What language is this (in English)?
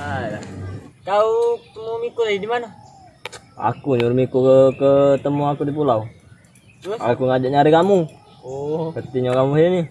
Musi